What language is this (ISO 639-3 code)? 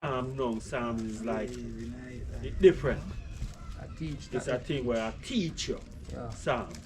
jam